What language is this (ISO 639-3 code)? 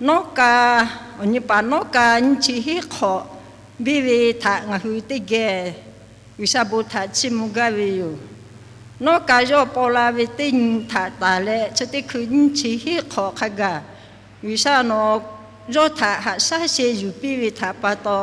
lhu